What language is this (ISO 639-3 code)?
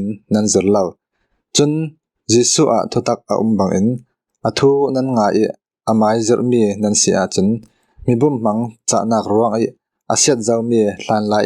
cfm